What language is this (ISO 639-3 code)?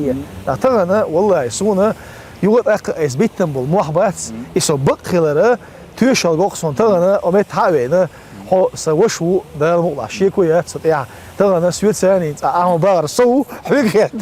che